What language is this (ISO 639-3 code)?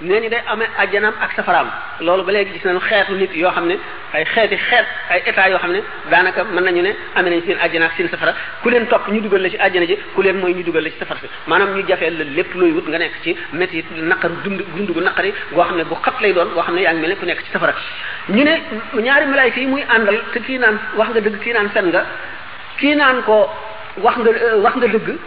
wol